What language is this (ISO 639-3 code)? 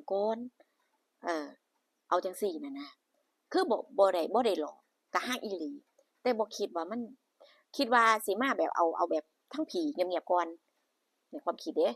tts